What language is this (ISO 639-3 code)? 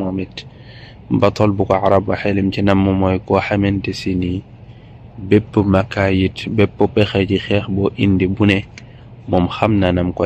wol